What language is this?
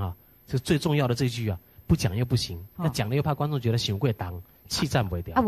Min Nan Chinese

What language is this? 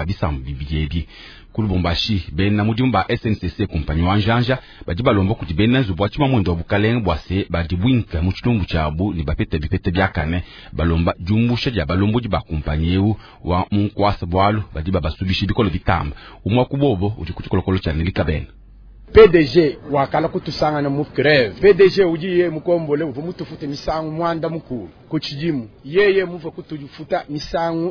Luba-Lulua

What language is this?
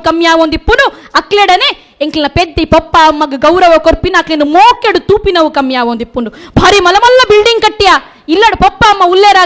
Tulu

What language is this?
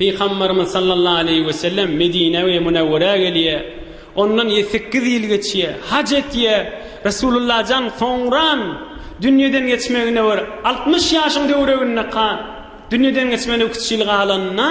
Turkmen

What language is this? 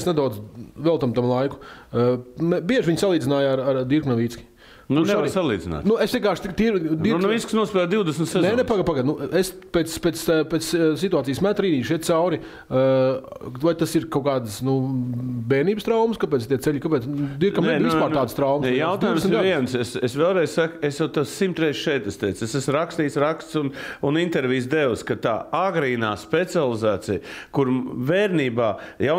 Latvian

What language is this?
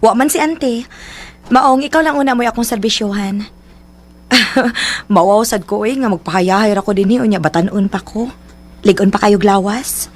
Cebuano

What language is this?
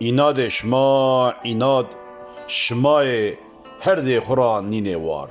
Zaza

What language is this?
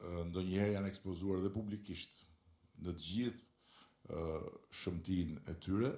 Albanian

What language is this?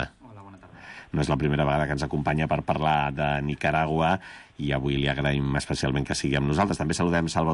Catalan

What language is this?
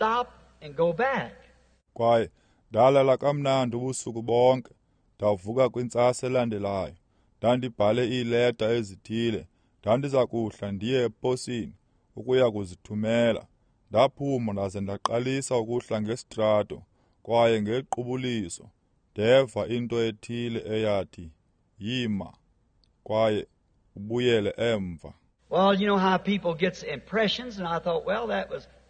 Xhosa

